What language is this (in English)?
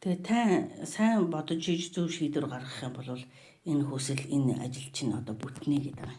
Mongolian